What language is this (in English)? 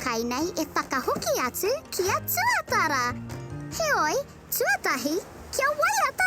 Māori